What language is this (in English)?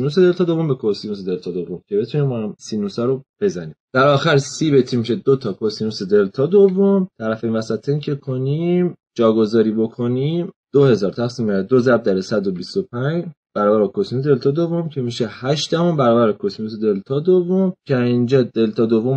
Persian